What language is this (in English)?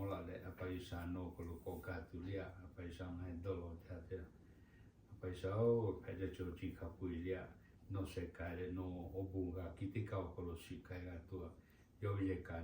Lahu